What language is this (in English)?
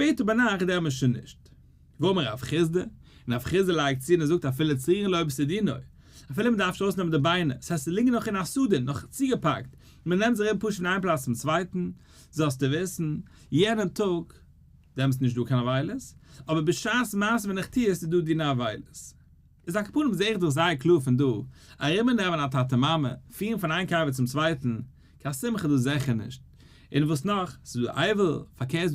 Yiddish